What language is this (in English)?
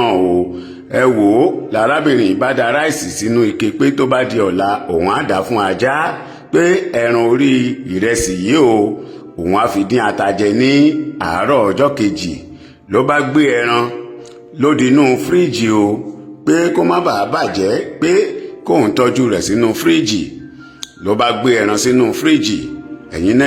Yoruba